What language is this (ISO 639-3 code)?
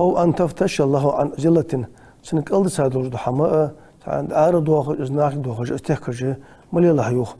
inh